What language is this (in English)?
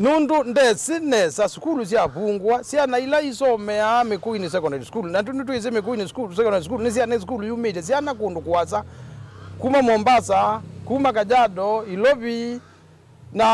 Kamba